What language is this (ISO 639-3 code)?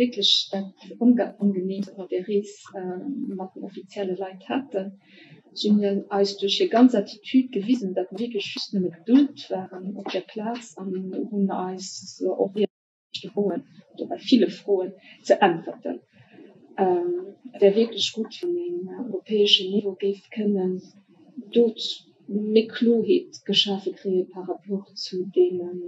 ltz